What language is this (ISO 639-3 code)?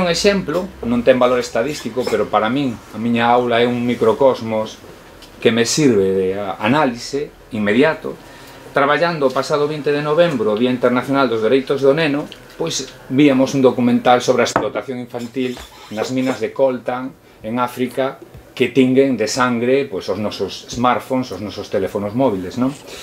glg